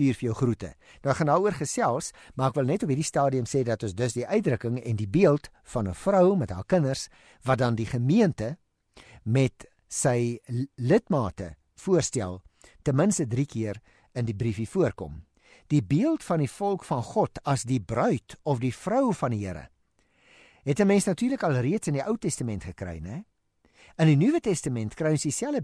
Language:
Afrikaans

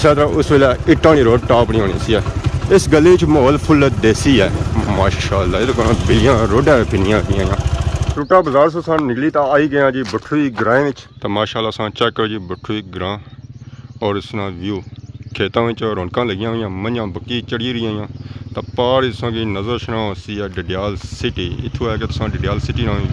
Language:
Pahari-Potwari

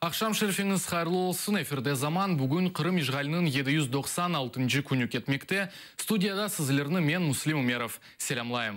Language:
Crimean Tatar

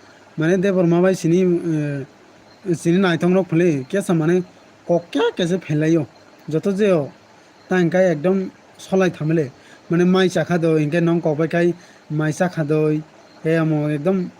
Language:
Kok Borok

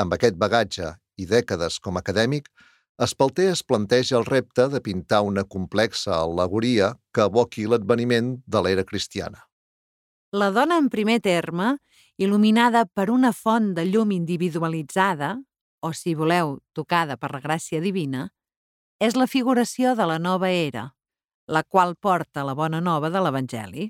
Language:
Catalan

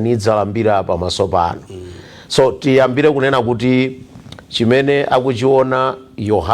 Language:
Nyanja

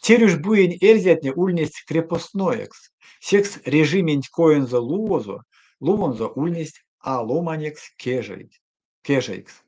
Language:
Erzya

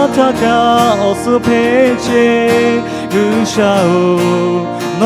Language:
Lahu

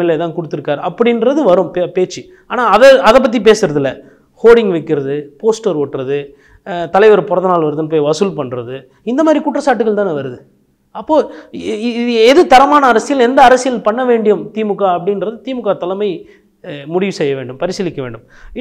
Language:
Tamil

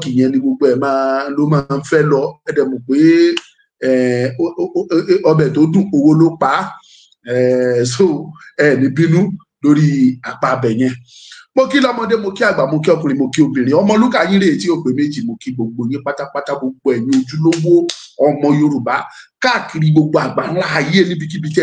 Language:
Yoruba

